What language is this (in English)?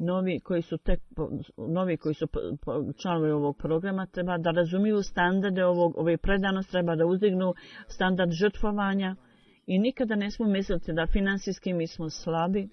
Bosnian